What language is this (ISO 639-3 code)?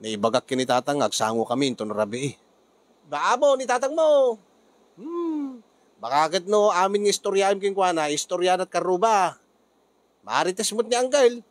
ilo